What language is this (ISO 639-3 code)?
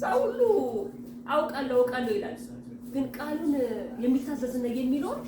amh